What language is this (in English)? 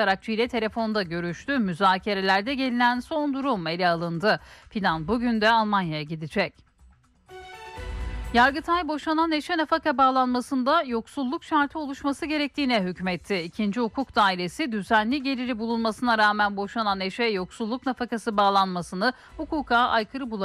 Turkish